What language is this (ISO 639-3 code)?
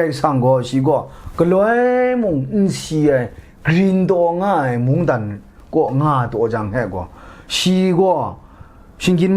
kac